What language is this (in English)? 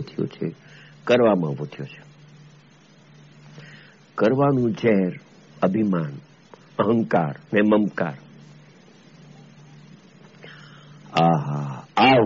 Gujarati